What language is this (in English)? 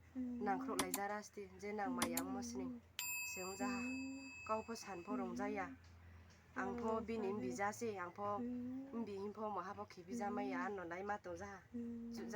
Riang (India)